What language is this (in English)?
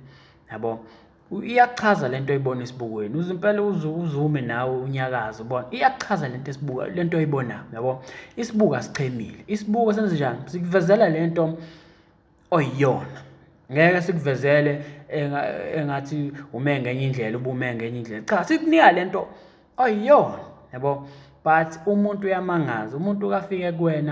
Zulu